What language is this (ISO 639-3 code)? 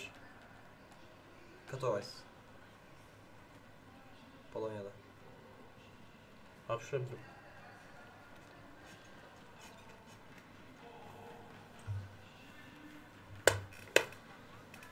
tur